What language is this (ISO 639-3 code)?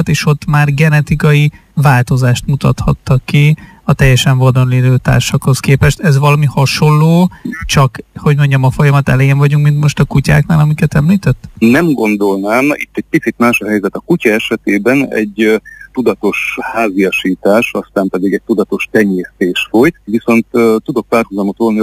hun